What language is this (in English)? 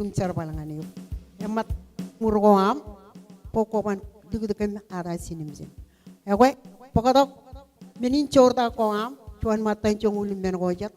Marshallese